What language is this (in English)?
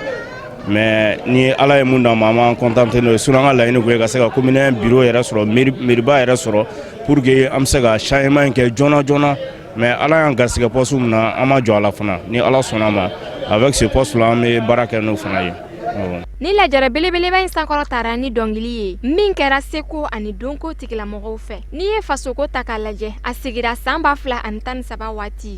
Bambara